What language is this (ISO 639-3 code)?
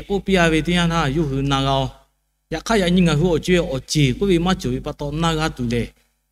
lhu